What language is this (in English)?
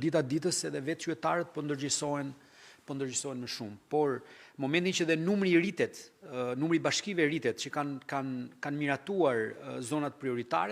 Albanian